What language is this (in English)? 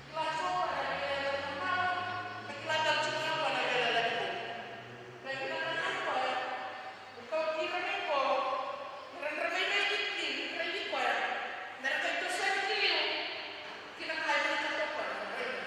Fijian